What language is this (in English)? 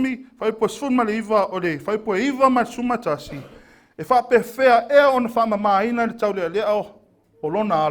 Samoan